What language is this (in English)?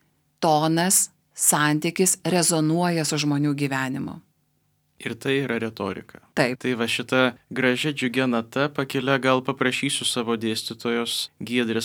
Lithuanian